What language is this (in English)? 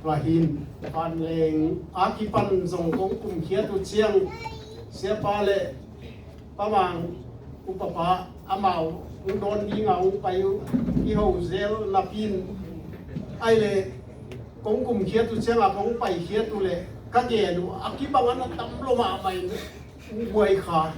Tedim Chin